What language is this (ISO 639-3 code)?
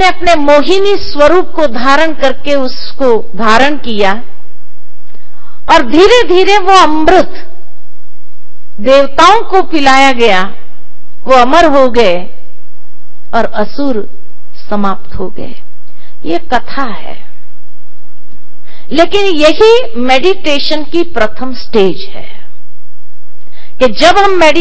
hin